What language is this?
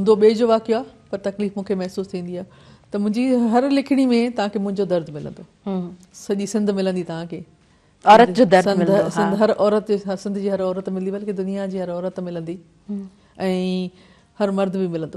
Sindhi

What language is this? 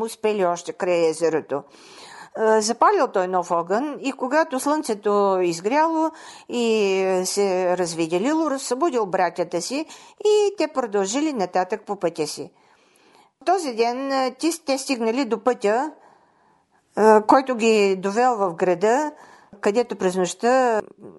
Bulgarian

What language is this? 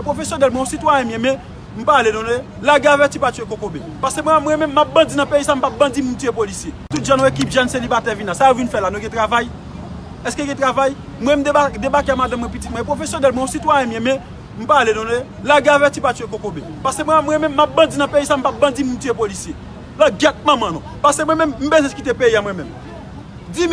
Haitian Creole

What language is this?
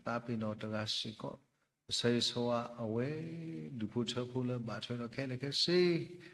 S'gaw Karen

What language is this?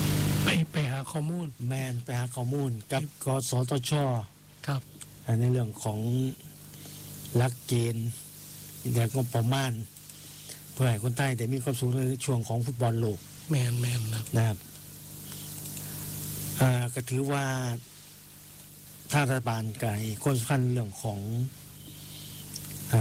Thai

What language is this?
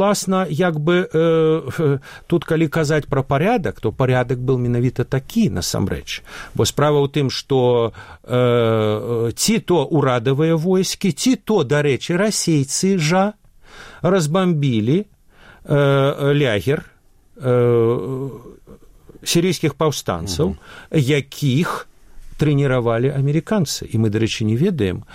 Belarusian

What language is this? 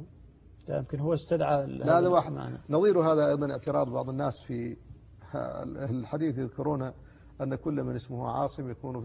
Arabic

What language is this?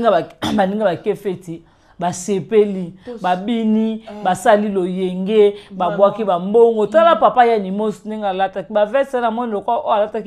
Lingala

